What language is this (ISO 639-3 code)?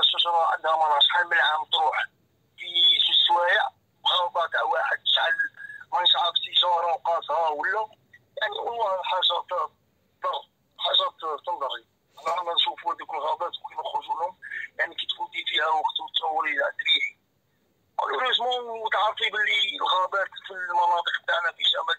arq